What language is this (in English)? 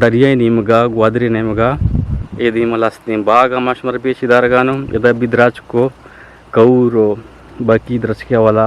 Eastern Balochi